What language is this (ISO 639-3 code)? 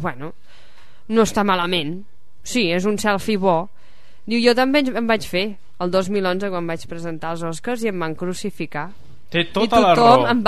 cat